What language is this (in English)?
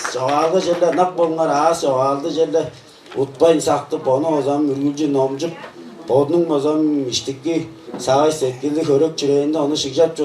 Tuvinian